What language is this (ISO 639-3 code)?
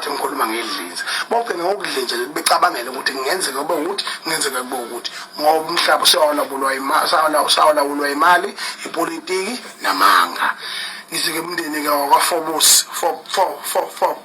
zul